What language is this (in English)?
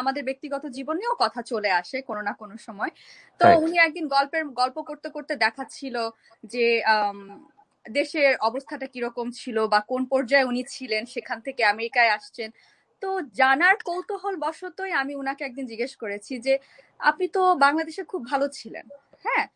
Bangla